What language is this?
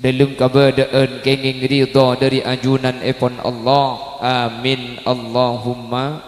Madurese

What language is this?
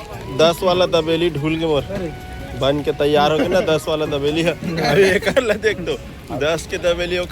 Chhattisgarhi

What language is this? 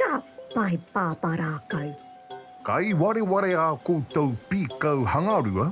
Māori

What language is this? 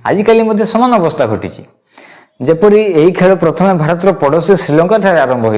Odia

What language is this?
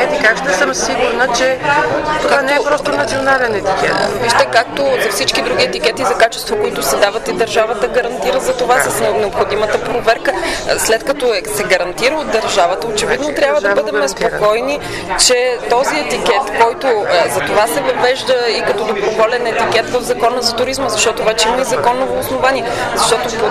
Bulgarian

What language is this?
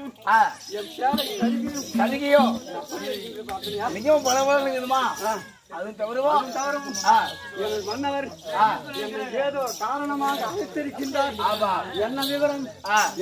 Tamil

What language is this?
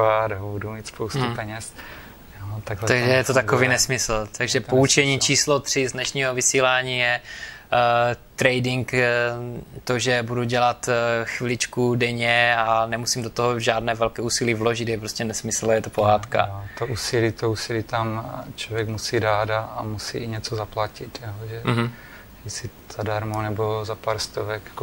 Czech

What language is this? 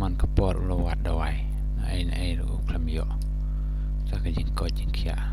Khasi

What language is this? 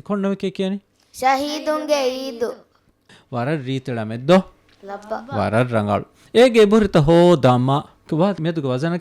Divehi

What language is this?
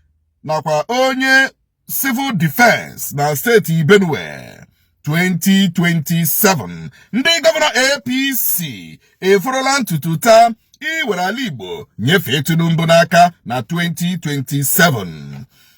Igbo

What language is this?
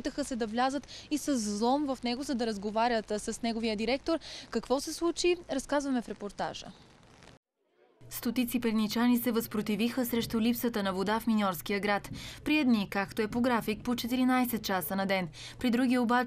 Bulgarian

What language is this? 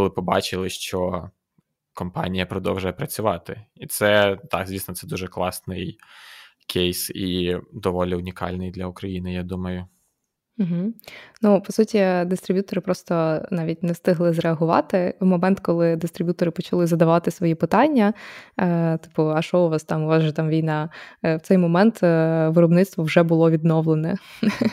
Ukrainian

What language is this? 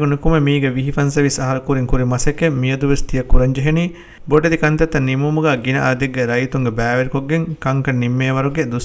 Divehi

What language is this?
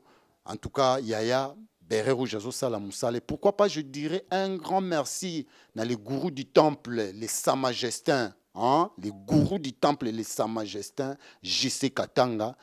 Lingala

